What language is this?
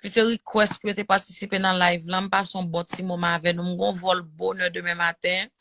Haitian Creole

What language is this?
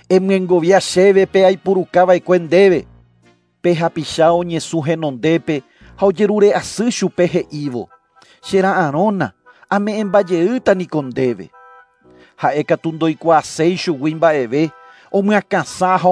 Guarani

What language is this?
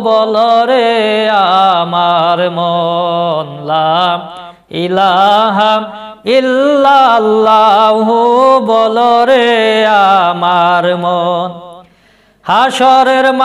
Bangla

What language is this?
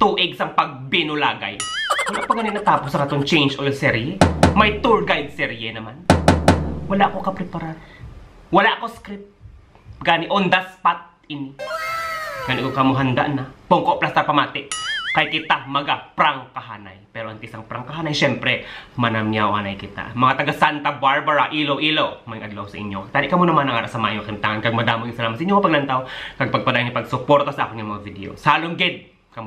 Hiligaynon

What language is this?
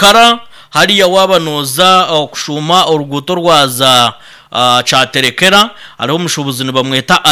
Nyankole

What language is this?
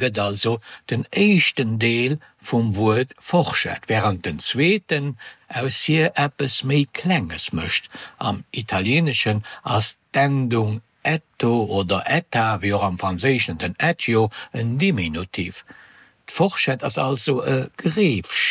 Luxembourgish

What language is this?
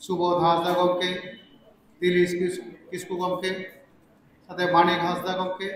Santali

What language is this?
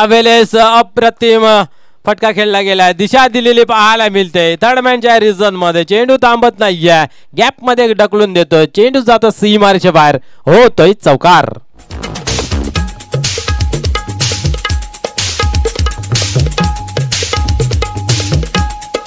Marathi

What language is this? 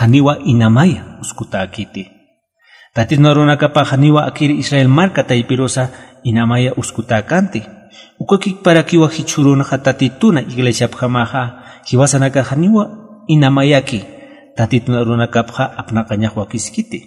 Aymara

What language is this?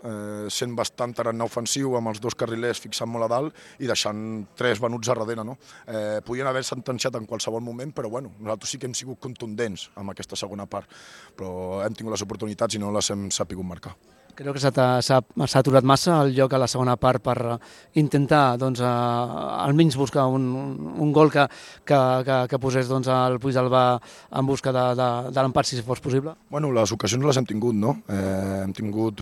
Catalan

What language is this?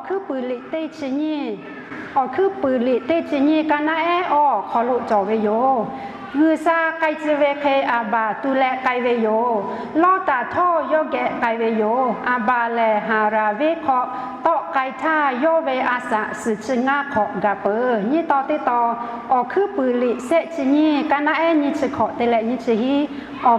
Lahu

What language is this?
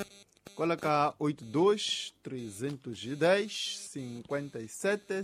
Tsonga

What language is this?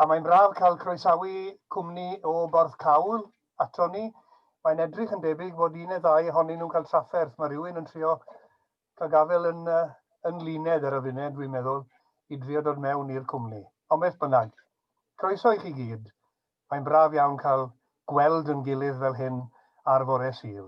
Welsh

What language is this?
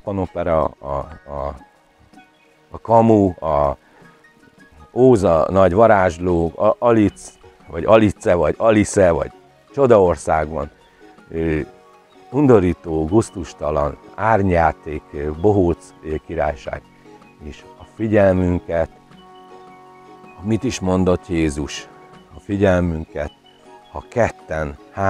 Hungarian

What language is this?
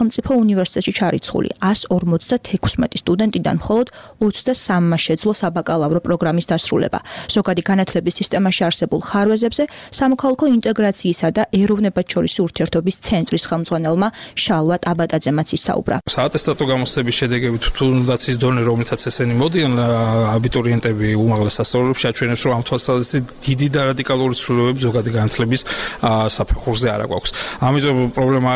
Georgian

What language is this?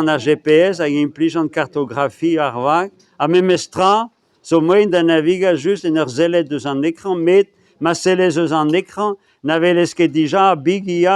Breton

